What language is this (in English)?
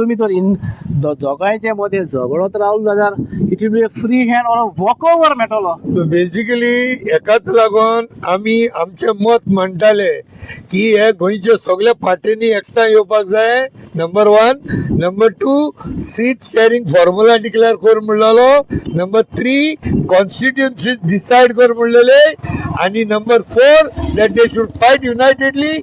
Konkani